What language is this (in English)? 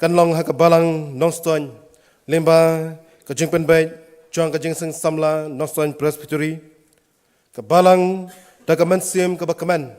Khasi